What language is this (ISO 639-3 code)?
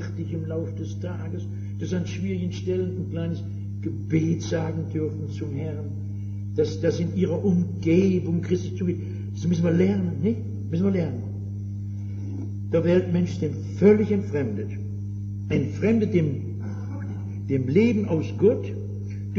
deu